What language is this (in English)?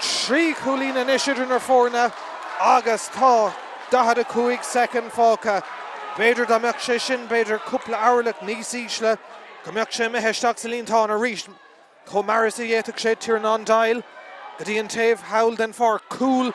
Irish